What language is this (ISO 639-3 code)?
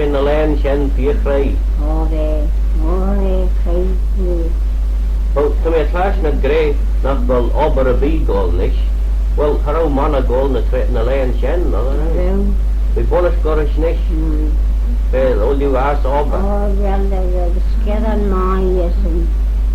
glv